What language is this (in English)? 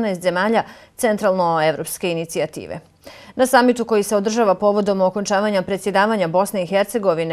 Bosnian